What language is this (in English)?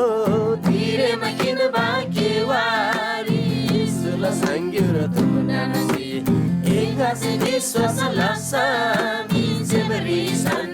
Eastern Tamang